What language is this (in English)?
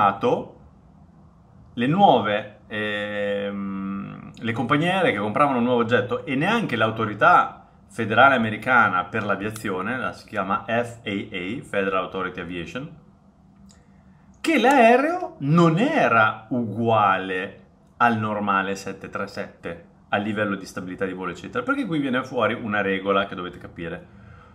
Italian